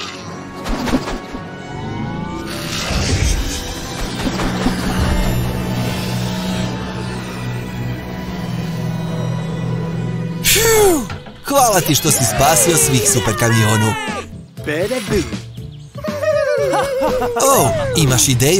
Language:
Croatian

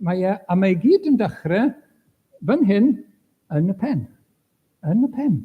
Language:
Welsh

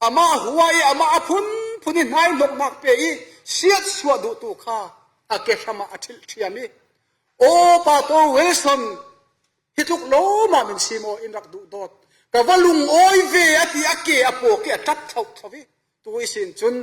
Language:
Falam Chin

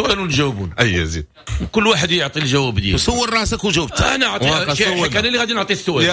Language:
Moroccan Arabic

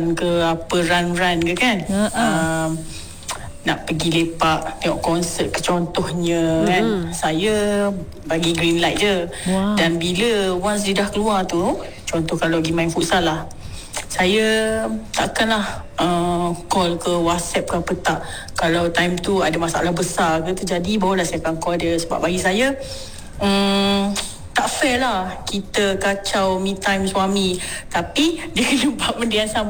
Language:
Malay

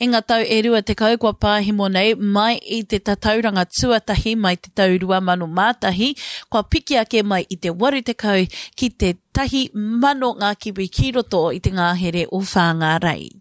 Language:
Māori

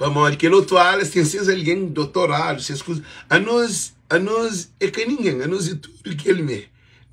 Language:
Kabuverdianu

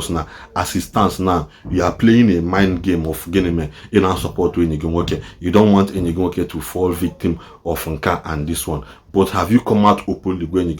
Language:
Igbo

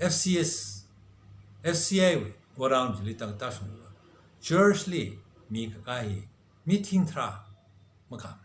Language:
Tangkhul Naga (India)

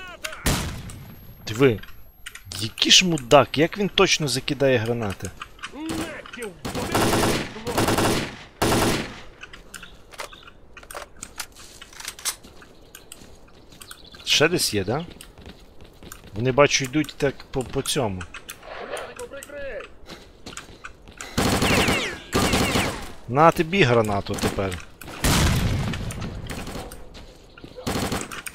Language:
Ukrainian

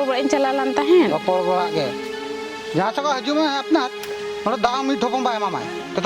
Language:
Santali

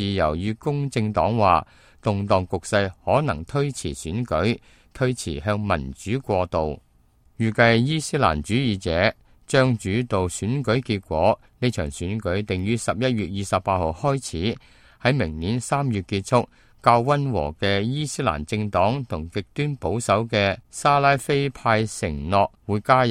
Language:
Cantonese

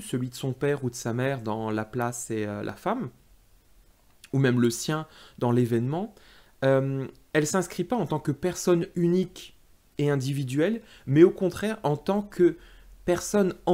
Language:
French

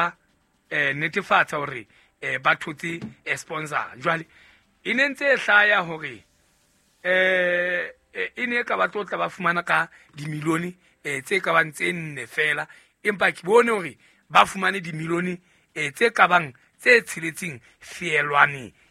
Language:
Southern Sotho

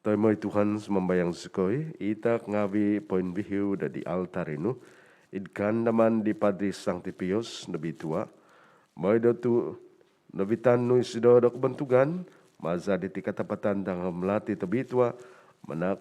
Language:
Central Dusun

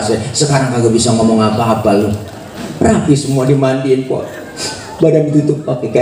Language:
Betawi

